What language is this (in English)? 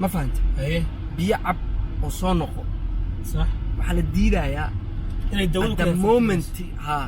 Somali